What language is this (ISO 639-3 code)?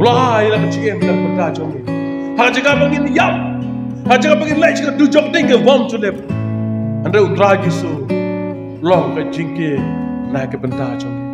kha